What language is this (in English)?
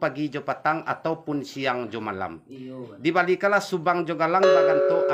Minangkabau